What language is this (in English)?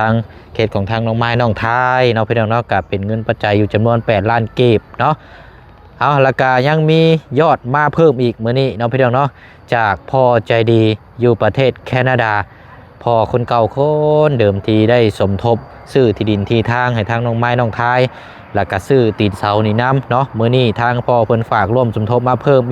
Lao